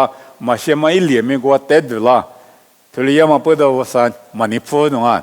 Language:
Lisu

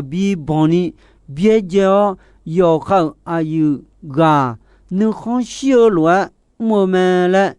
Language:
Akha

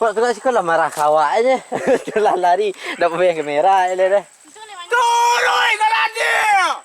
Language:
Minangkabau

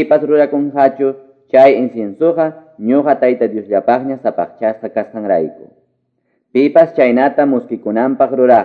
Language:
Quechua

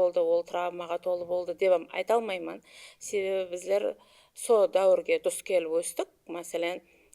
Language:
Kara-Kalpak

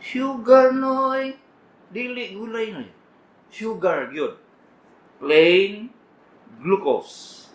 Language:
Cebuano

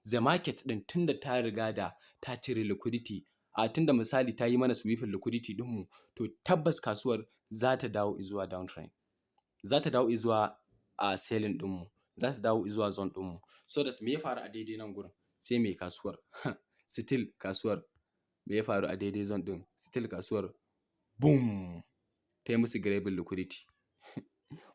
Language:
Hausa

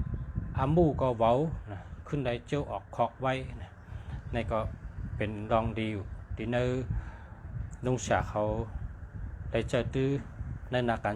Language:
Shan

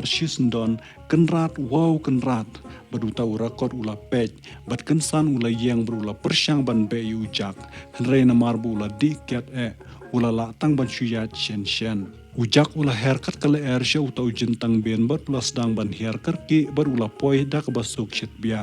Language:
Khasi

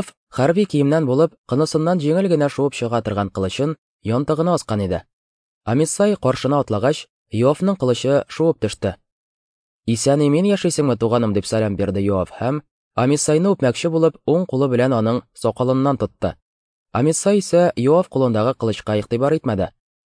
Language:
Tatar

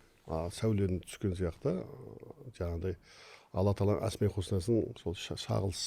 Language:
Kazakh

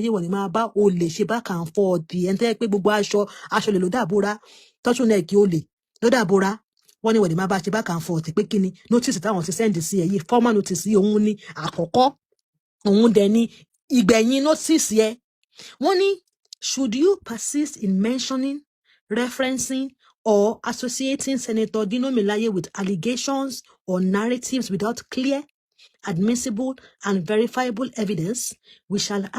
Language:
Yoruba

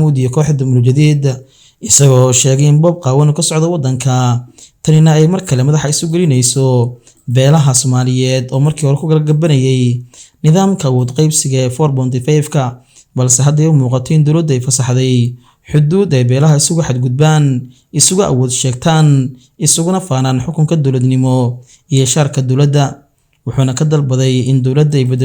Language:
Somali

